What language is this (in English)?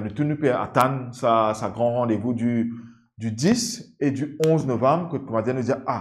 Morisyen